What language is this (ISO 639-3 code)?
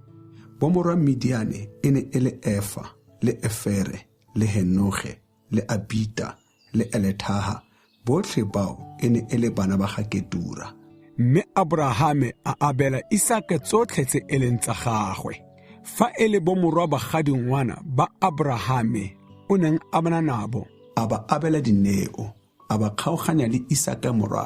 tsn